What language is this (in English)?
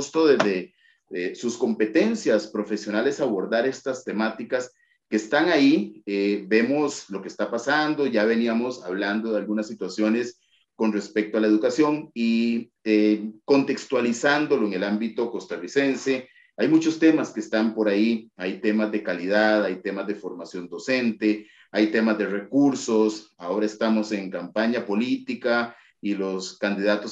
Spanish